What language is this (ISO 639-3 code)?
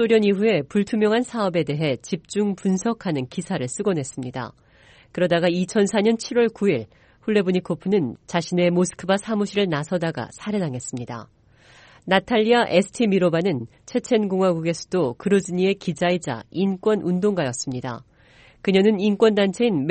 kor